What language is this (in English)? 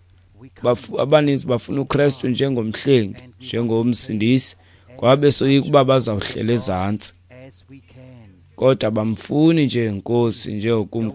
Xhosa